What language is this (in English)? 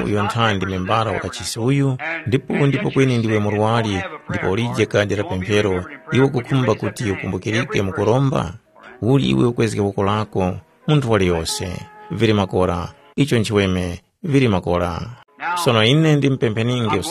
Tumbuka